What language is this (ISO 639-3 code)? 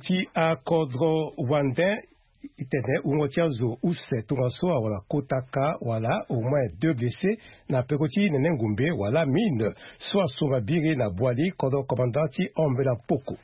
sag